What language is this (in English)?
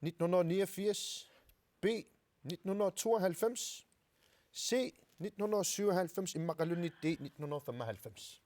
Kalaallisut